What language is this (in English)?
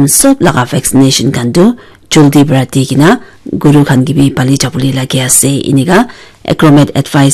Naga Pidgin